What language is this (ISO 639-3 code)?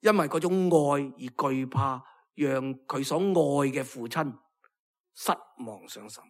yue